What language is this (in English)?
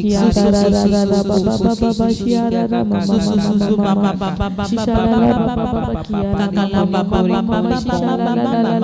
Tem